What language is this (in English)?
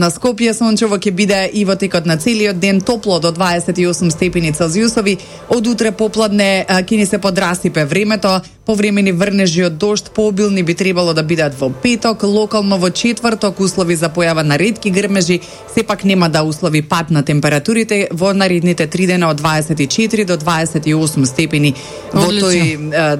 Macedonian